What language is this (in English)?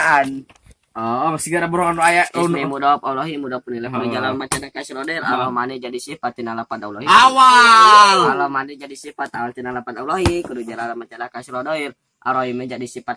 Sundanese